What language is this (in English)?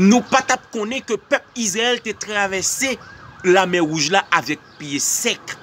Haitian Creole